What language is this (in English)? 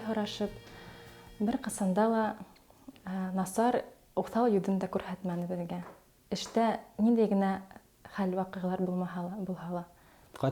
Bashkir